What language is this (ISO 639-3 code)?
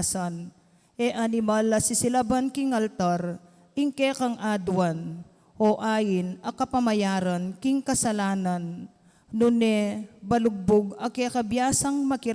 pam